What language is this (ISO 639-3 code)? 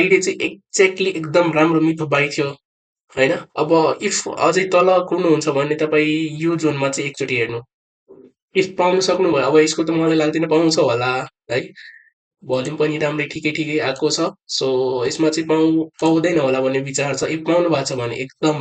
nep